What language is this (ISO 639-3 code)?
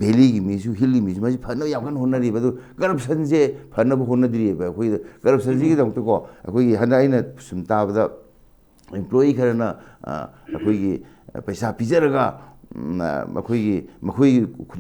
mni